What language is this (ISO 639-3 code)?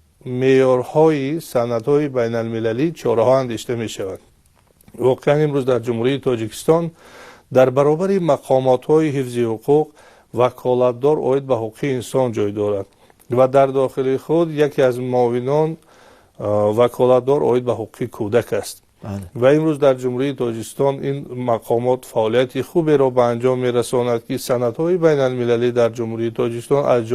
tgk